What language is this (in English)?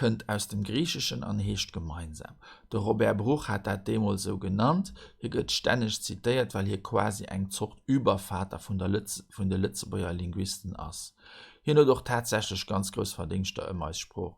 Luxembourgish